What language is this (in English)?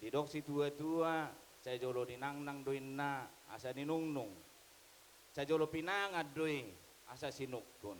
Batak Toba